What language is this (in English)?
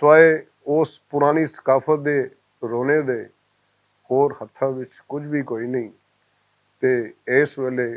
Western Panjabi